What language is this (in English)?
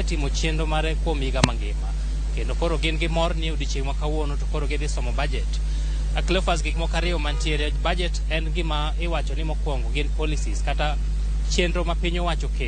Luo (Kenya and Tanzania)